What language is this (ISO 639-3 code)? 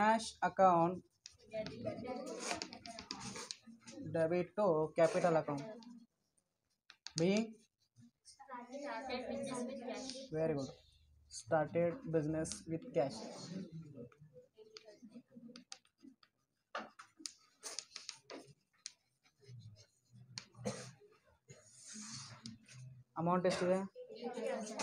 kan